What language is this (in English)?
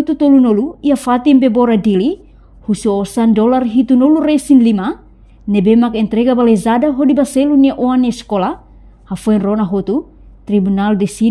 Tetum